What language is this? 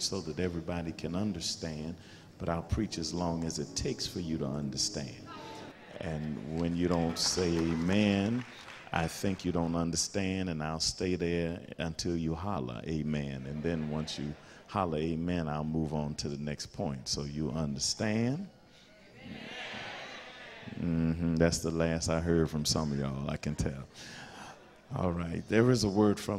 English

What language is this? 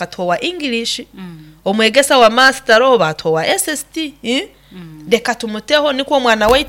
Nyoro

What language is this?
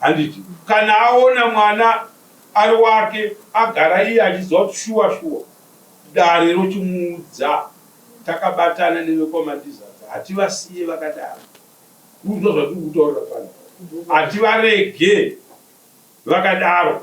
Shona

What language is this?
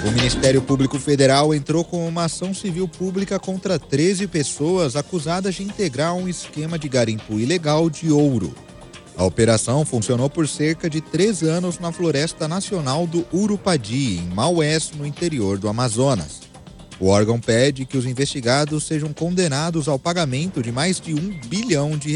Portuguese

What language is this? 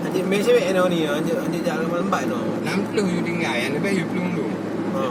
Achinese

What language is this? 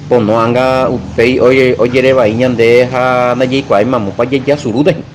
Guarani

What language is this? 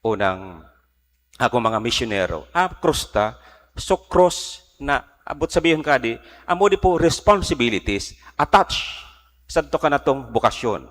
Bikol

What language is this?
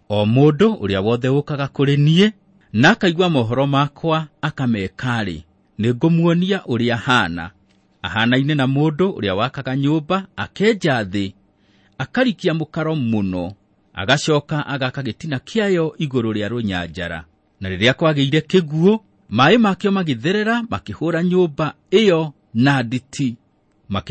Kikuyu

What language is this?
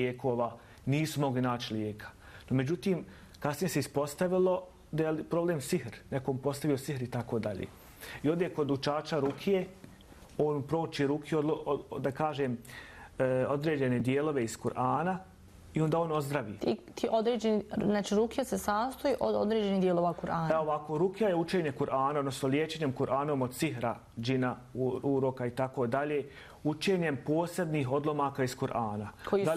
Bosnian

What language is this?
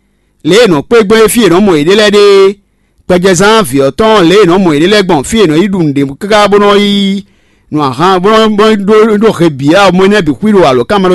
Fon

